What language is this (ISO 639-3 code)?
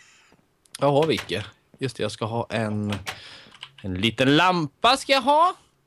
swe